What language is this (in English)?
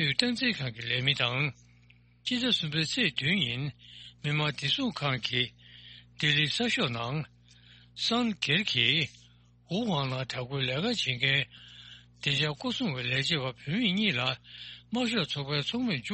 Tibetan